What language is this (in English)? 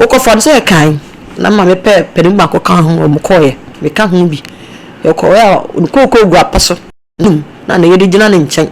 Akan